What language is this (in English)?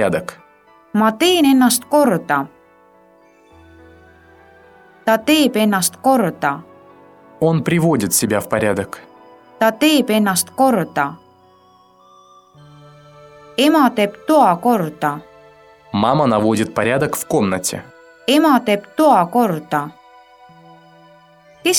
Estonian